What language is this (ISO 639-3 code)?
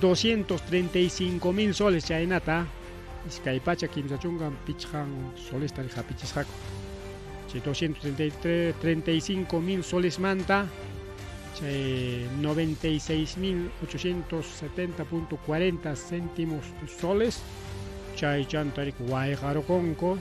quy